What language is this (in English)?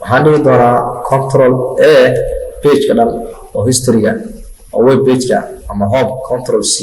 Somali